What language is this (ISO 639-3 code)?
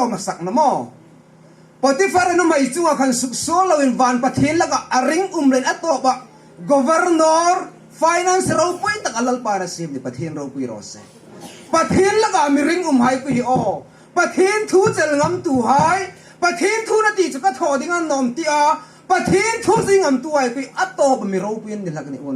hmr